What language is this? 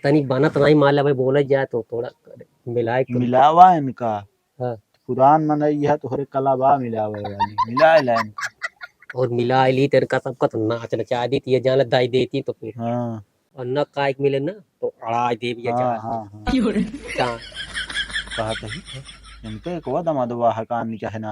Awadhi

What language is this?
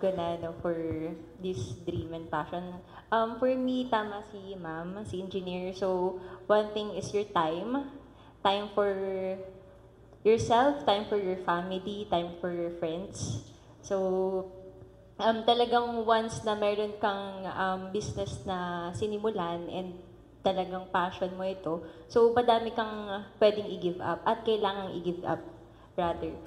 Filipino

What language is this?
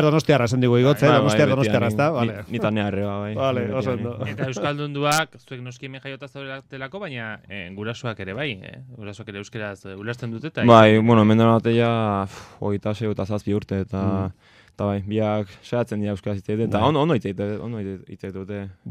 Basque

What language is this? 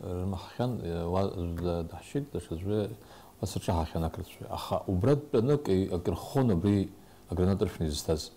Abkhazian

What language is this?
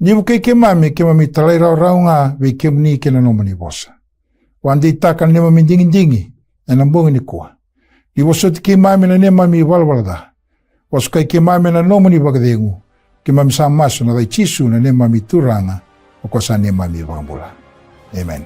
Fijian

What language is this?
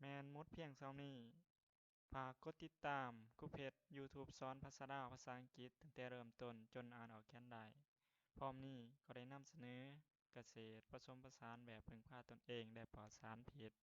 Lao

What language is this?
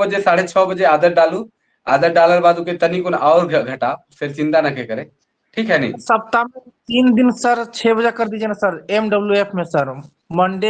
Sadri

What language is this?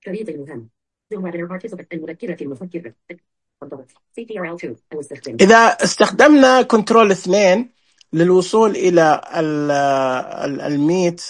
Najdi Arabic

